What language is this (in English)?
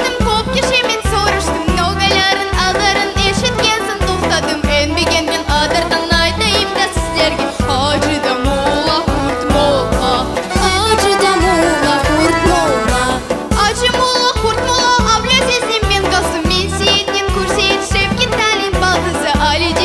Crimean Tatar